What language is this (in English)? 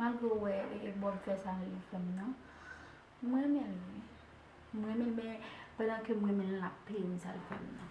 Haitian Creole